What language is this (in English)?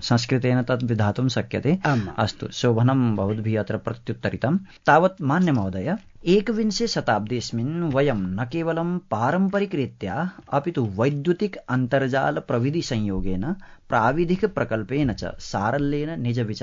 Sanskrit